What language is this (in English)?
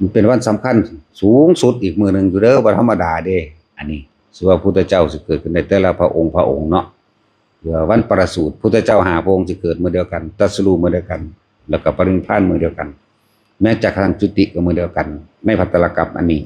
Northeastern Thai